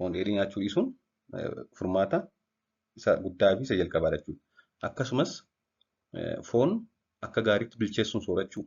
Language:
Oromo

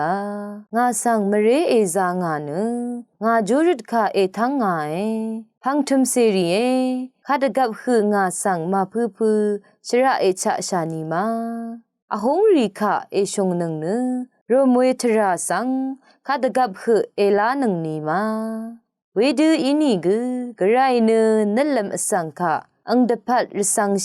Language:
Rawang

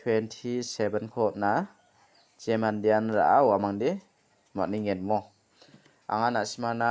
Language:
Garo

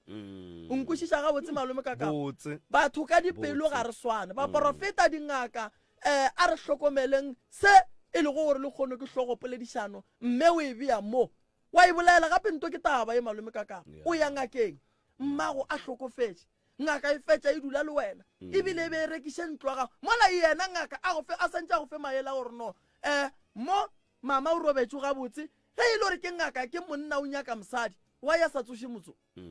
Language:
Northern Sotho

